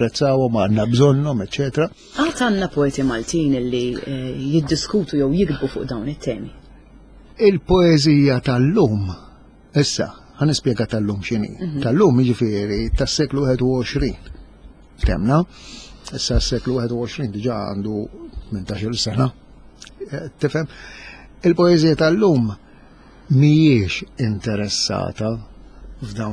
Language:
Maltese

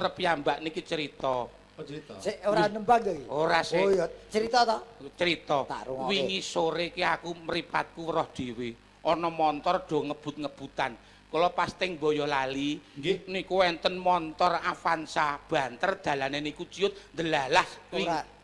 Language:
Javanese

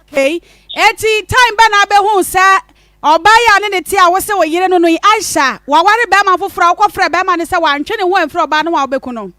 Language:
Akan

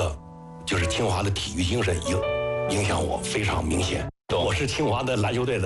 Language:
Chinese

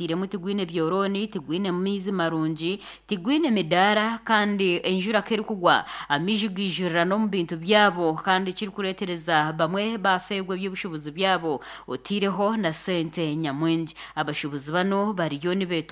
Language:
Nyankole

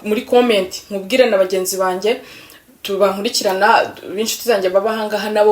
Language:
Kinyarwanda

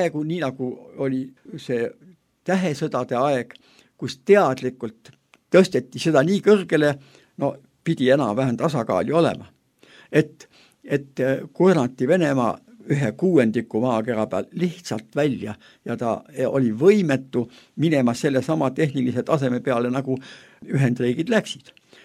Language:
Estonian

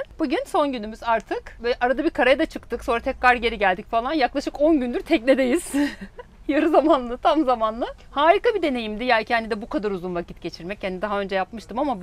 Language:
Turkish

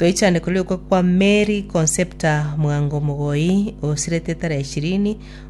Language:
Gusii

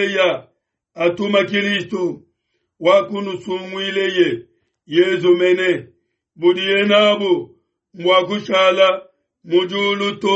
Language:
Luba-Lulua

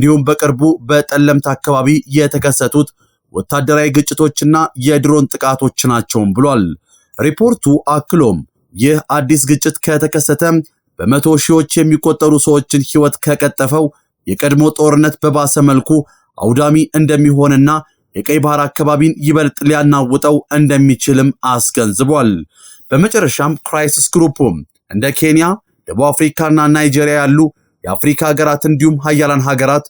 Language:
Amharic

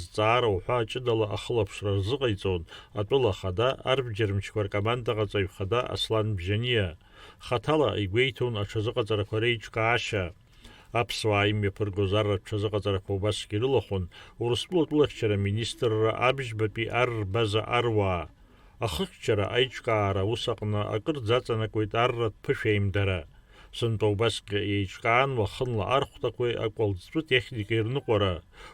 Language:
Abkhazian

